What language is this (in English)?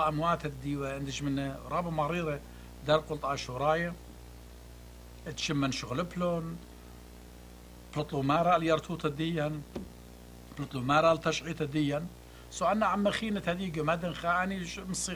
Assyrian Neo-Aramaic